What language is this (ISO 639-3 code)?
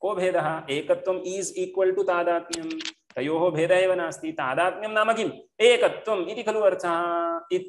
san